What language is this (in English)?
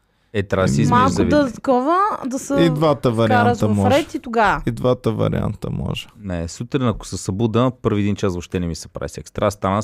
Bulgarian